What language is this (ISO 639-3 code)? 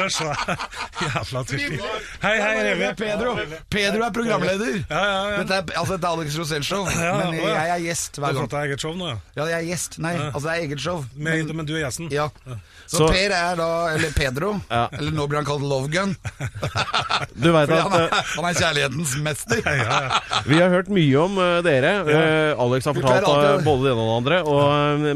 nor